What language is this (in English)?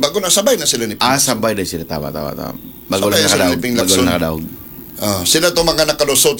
Cebuano